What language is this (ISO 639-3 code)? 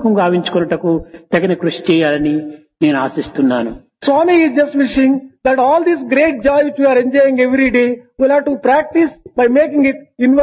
tel